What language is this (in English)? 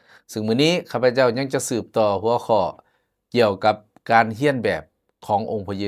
Lao